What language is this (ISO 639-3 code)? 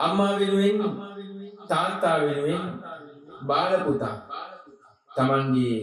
sin